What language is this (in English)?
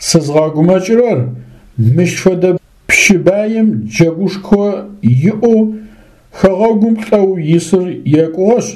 Adyghe